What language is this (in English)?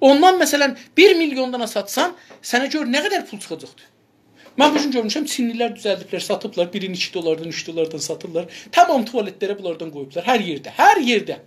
South Azerbaijani